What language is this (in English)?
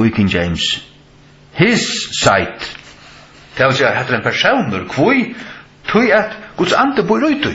Faroese